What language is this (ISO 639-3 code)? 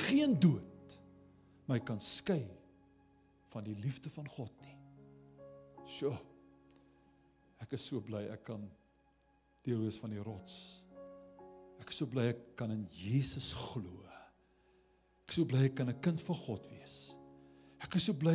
afr